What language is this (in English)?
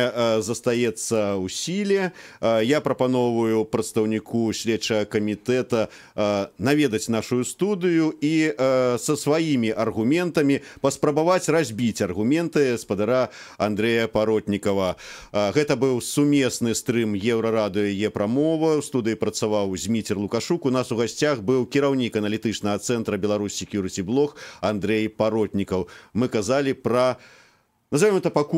Belarusian